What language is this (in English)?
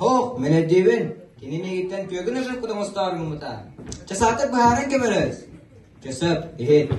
Yakut